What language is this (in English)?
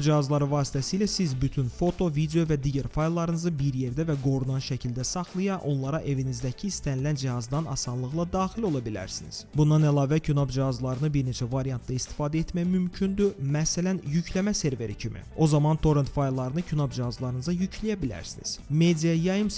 Azerbaijani